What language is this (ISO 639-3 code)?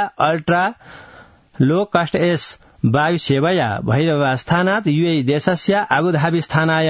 san